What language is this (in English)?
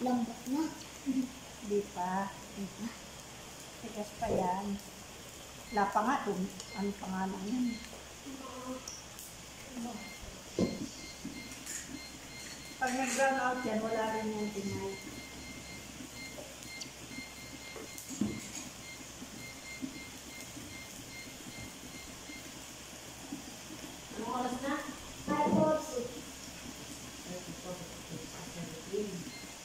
Filipino